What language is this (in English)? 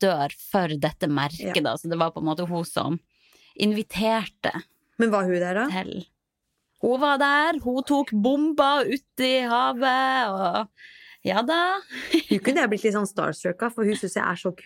Norwegian